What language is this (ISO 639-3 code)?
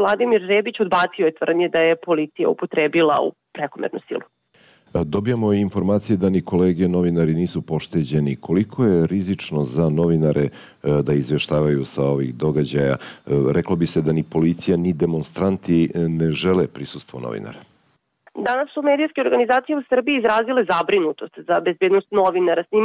srp